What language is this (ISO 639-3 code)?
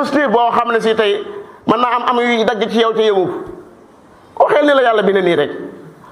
wol